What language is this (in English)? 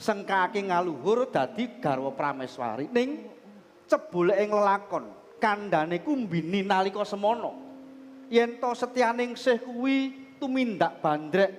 Javanese